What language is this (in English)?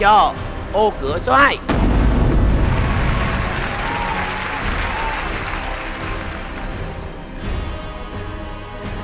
Vietnamese